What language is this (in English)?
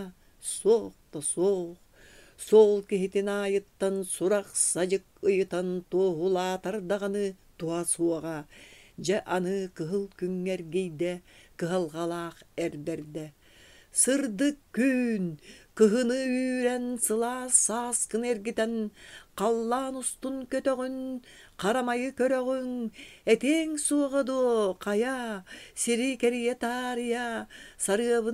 Yakut